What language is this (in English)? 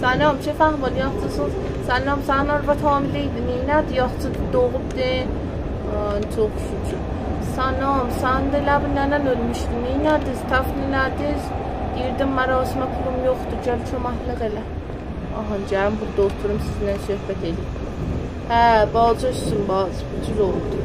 South Azerbaijani